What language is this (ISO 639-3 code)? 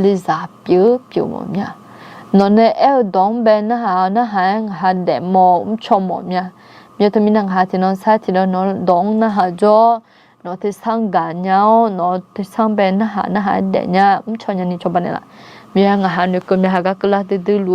ahk